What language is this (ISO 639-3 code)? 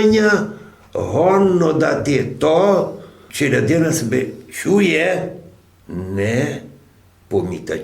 rue